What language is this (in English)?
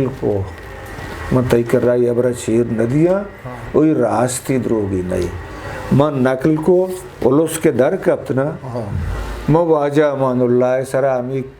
Eastern Balochi